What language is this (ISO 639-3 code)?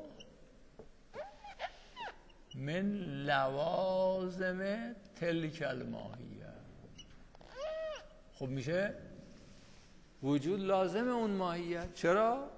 fas